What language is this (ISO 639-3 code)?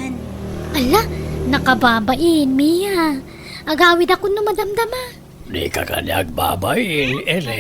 ilo